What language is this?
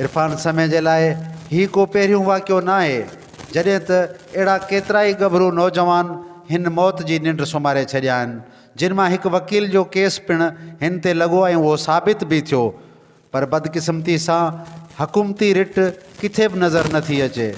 Sindhi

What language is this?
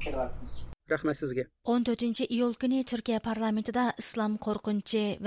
Uyghur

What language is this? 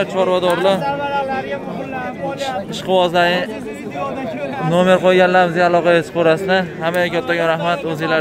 Uzbek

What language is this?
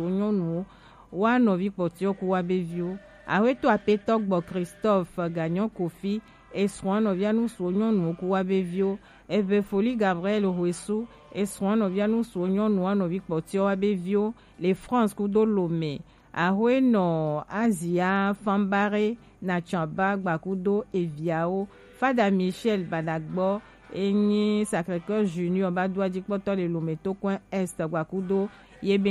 Gen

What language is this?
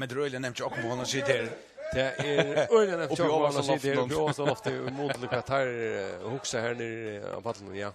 Faroese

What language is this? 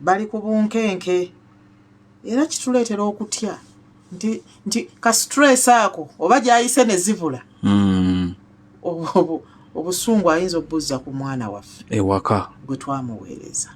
Ganda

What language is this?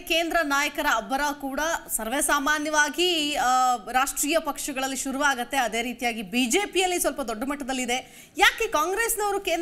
Kannada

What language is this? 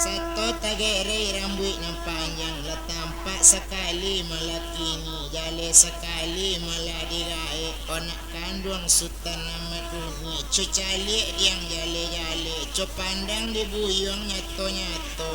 Minangkabau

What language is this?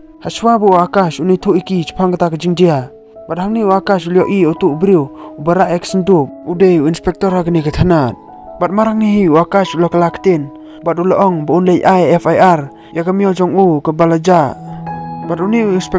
Khasi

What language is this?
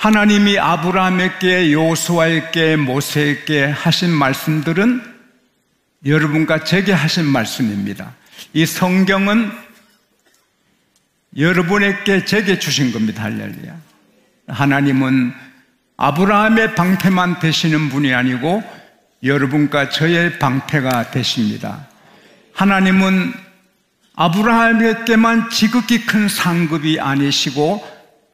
Korean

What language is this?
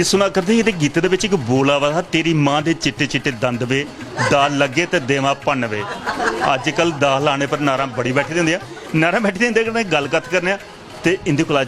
Dogri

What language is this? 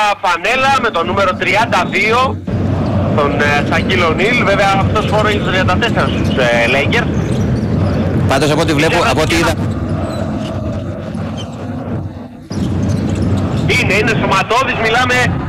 Greek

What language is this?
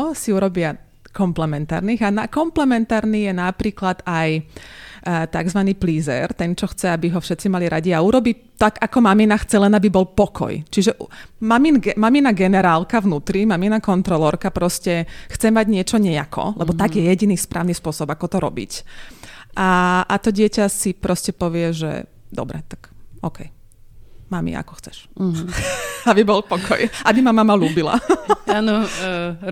Slovak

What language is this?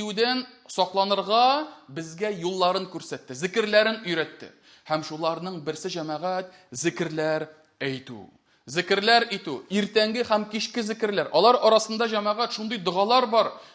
Tatar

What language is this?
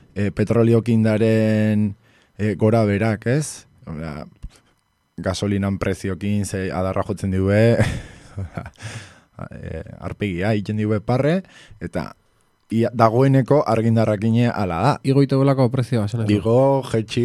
Basque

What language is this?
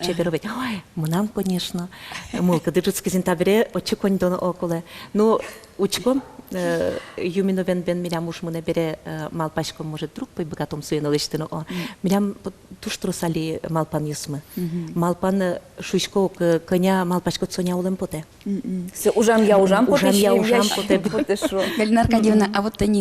Udmurt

